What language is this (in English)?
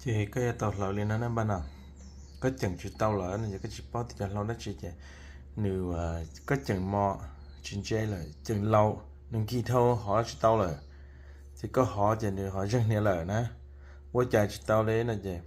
Hmong